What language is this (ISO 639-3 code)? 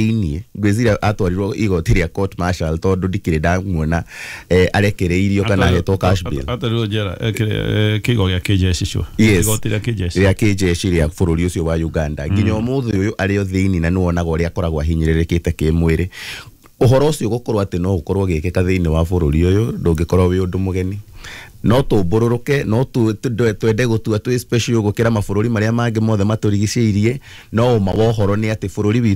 kik